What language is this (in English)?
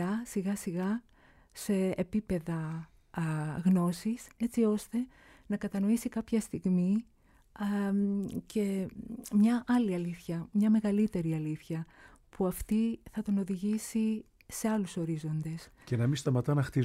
Greek